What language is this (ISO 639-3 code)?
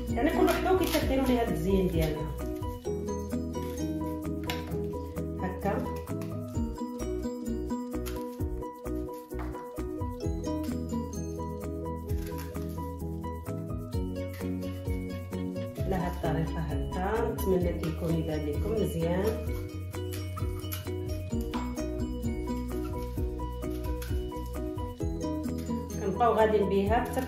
ary